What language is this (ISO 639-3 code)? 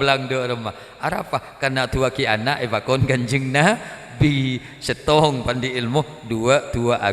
mad